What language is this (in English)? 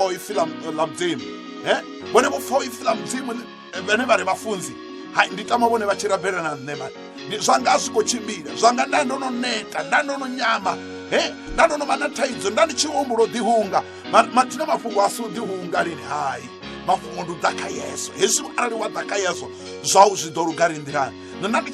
Venda